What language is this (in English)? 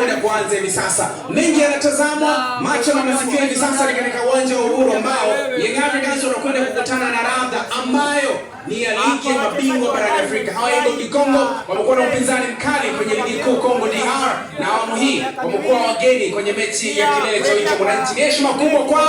Swahili